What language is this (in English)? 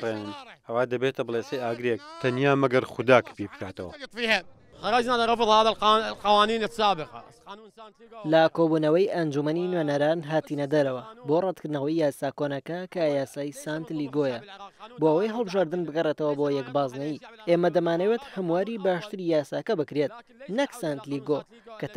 Central Kurdish